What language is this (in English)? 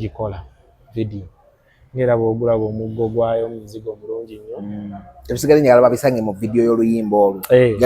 Ganda